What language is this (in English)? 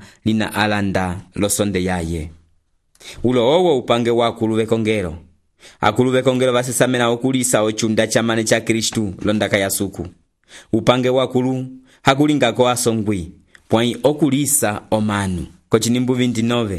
Umbundu